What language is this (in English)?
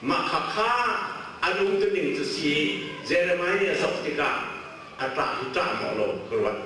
Hakha Chin